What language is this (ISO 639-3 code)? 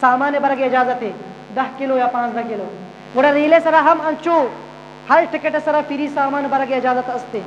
bgp